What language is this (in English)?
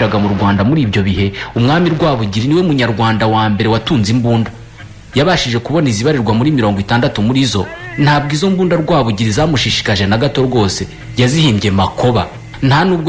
Kinyarwanda